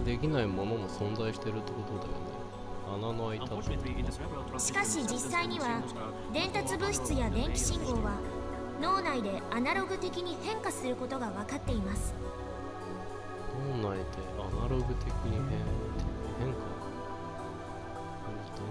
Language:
Japanese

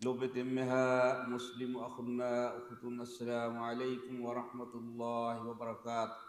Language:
Divehi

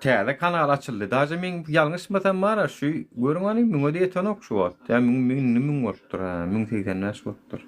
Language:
Turkmen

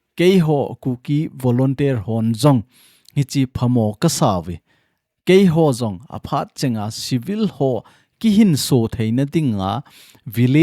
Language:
Thado Chin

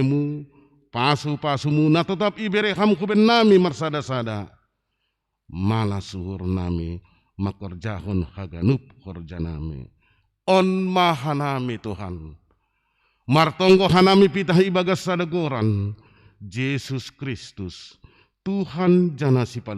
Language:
Batak Simalungun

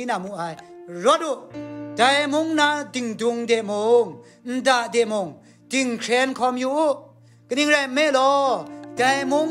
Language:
Kachin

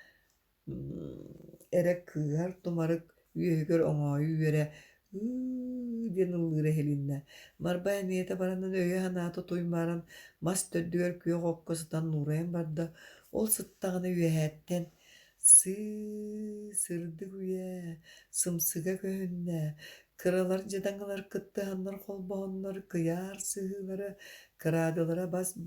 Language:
Yakut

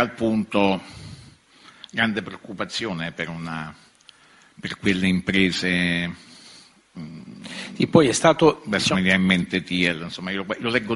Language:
Italian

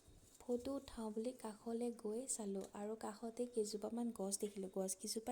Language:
Assamese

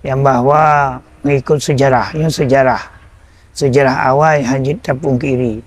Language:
Achinese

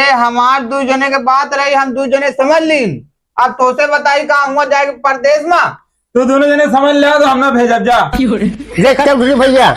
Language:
Awadhi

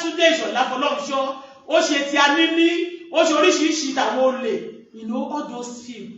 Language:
Yoruba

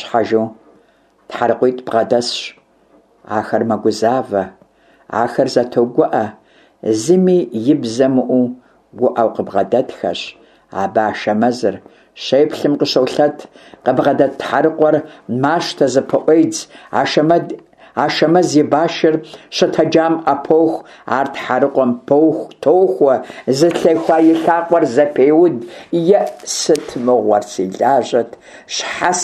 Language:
Kabardian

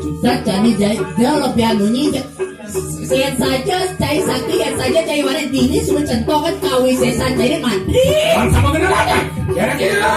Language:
Balinese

